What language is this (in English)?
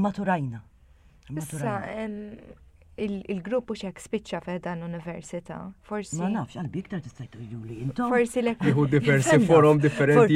Maltese